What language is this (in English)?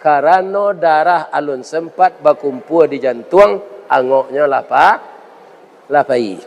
Minangkabau